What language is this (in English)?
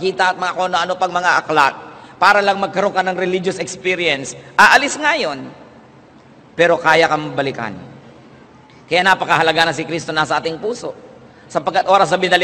Filipino